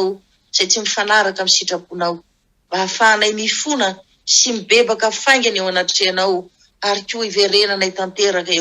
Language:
Malagasy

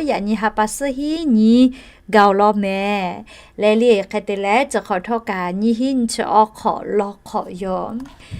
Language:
Lahu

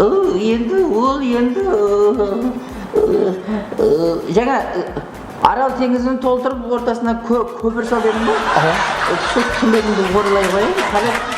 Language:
Kara-Kalpak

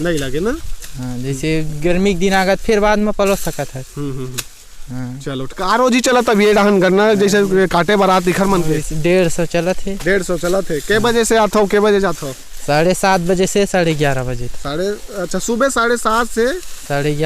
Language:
Chhattisgarhi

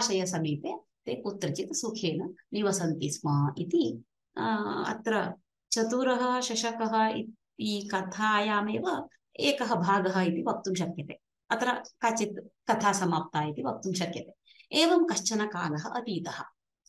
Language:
Sanskrit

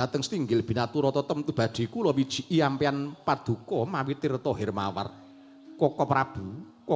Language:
Javanese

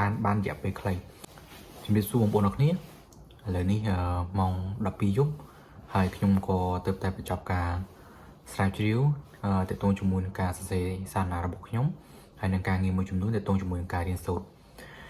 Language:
Khmer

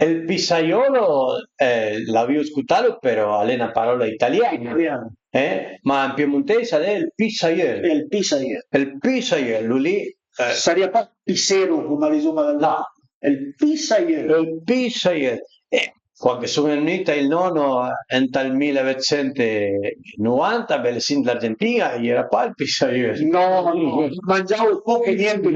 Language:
Piedmontese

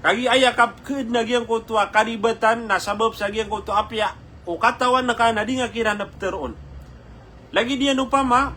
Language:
Maranao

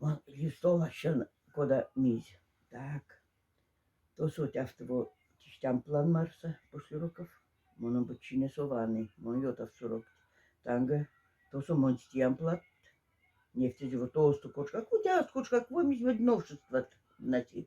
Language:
Moksha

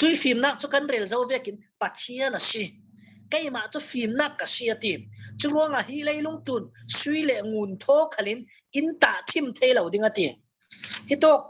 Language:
Falam Chin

